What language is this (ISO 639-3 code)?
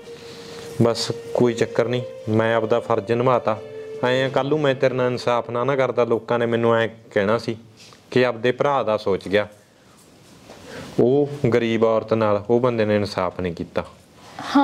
pan